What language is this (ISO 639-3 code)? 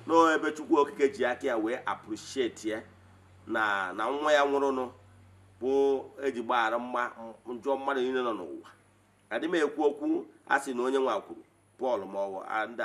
ibo